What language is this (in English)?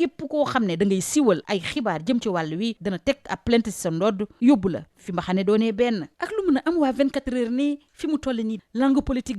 Wolof